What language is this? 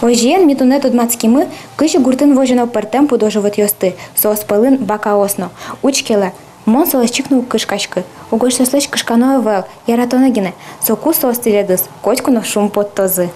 Udmurt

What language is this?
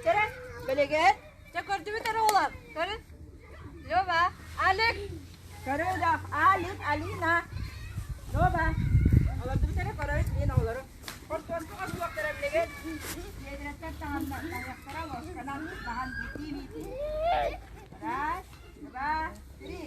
Yakut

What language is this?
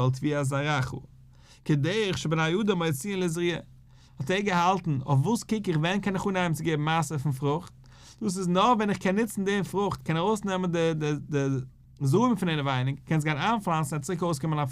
Yiddish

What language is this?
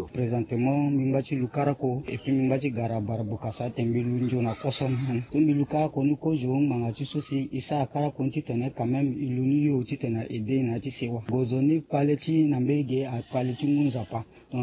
Sango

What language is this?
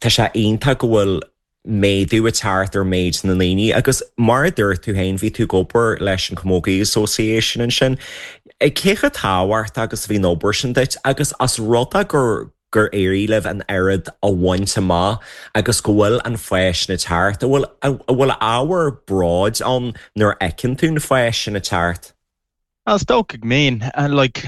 Irish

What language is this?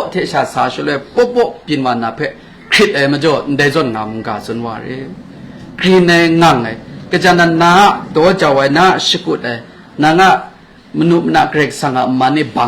Kachin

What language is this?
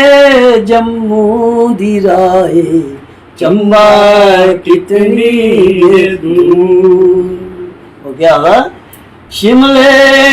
Dogri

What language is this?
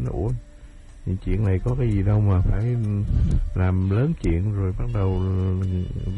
Vietnamese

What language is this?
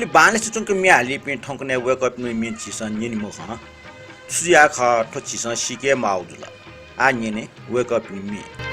Newari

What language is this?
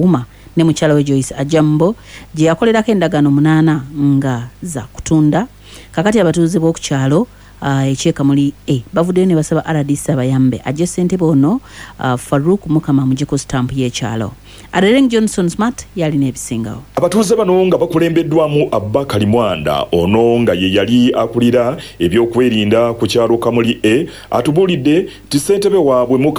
Ganda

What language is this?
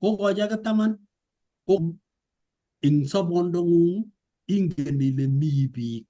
Kalenjin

